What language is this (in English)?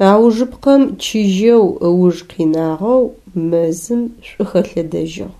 Adyghe